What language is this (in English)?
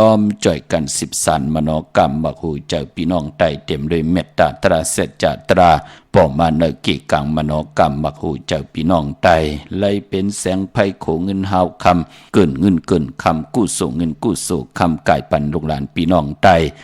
Shan